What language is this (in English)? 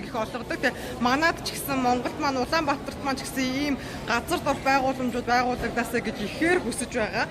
Mongolian